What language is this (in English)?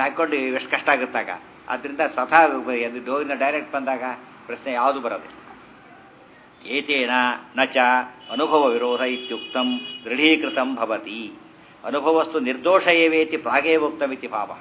Kannada